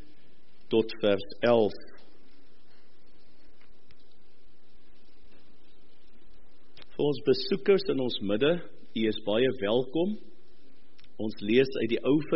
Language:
Afrikaans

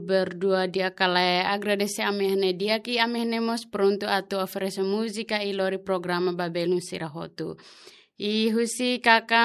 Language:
Tetum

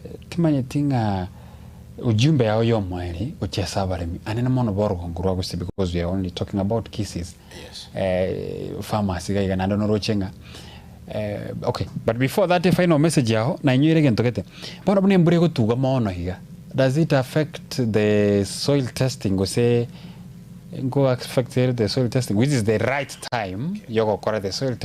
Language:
Gusii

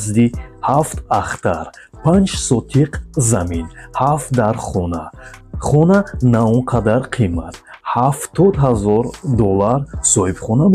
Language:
Tajik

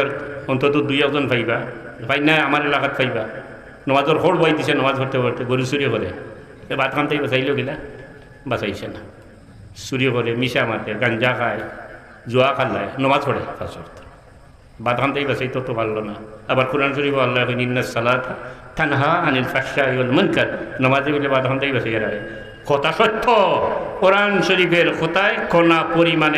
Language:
Sylheti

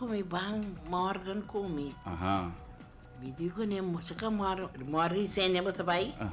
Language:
Papiamento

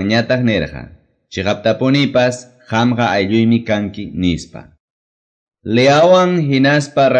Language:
Quechua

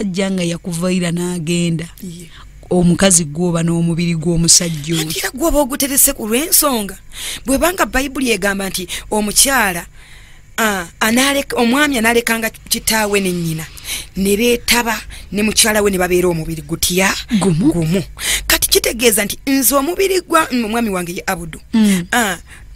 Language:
Ganda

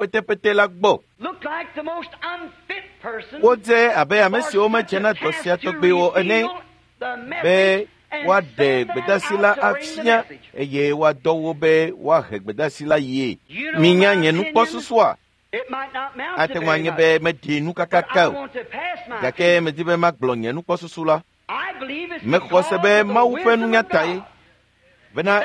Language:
Ewe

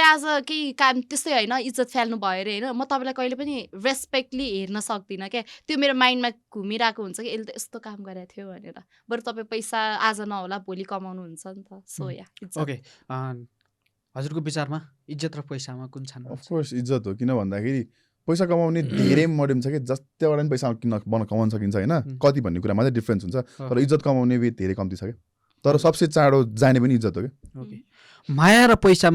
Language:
Nepali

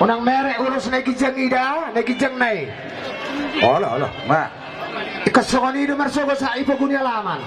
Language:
Batak Toba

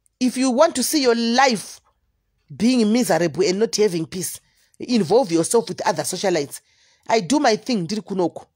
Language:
Shona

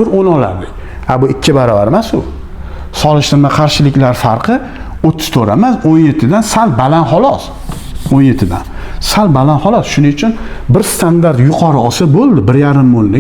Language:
Uzbek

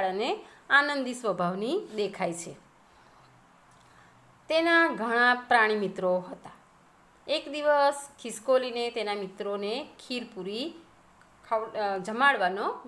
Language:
Gujarati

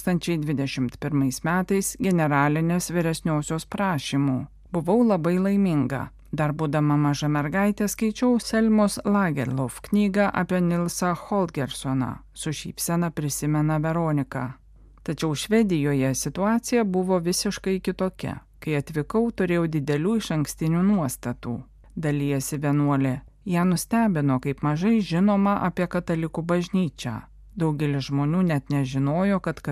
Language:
Lithuanian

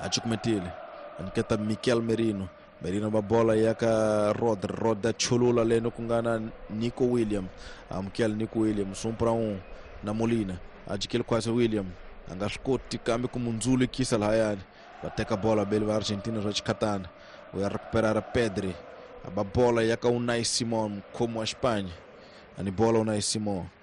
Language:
Tsonga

